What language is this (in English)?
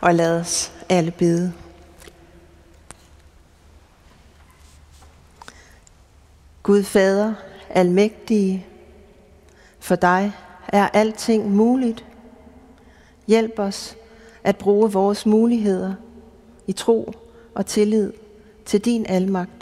Danish